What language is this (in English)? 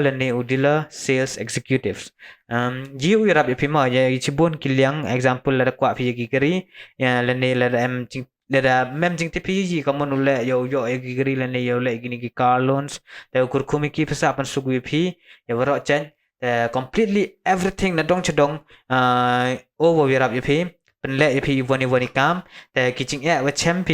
Khasi